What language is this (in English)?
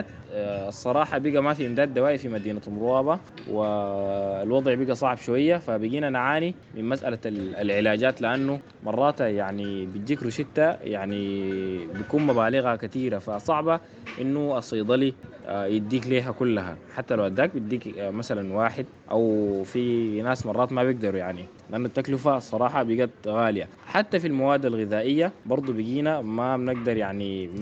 Sudanese Arabic